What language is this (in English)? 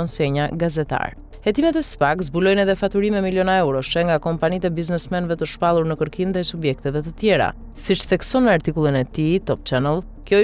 Albanian